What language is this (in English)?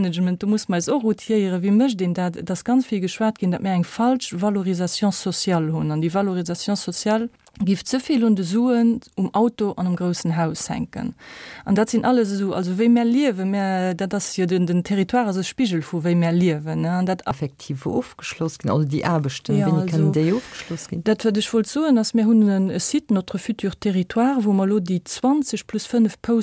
Luxembourgish